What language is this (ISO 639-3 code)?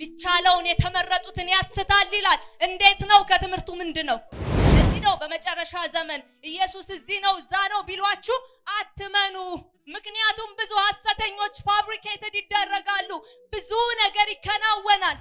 amh